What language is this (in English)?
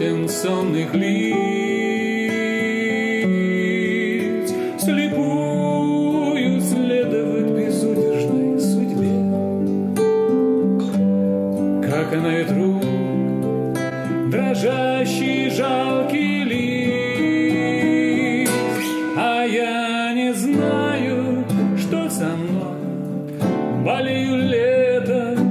Russian